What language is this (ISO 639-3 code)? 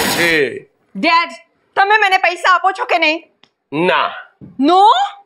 guj